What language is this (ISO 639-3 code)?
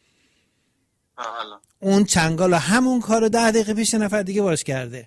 fas